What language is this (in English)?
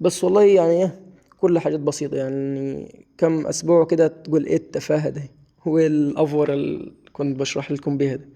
Egyptian Arabic